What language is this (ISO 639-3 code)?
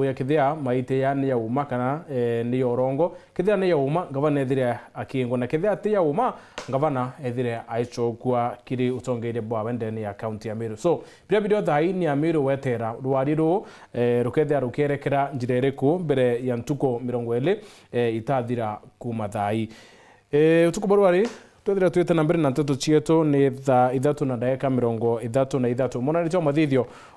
mer